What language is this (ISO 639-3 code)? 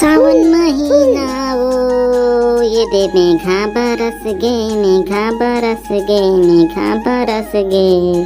hne